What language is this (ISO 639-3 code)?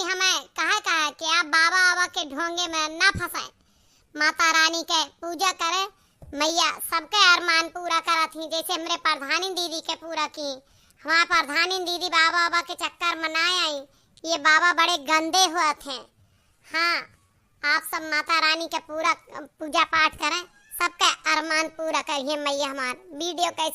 awa